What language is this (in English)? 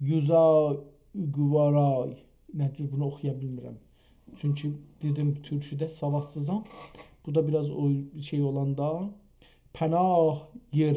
South Azerbaijani